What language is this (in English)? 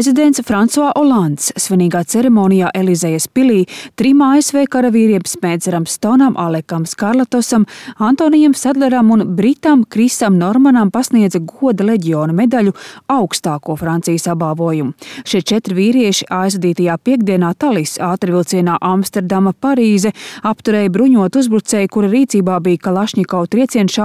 Latvian